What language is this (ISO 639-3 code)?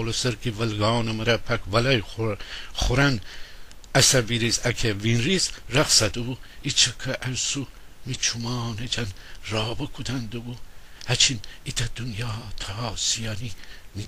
glk